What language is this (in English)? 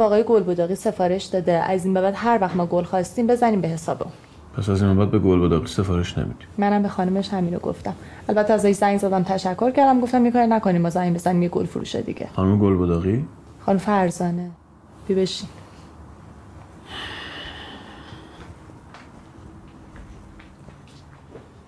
Persian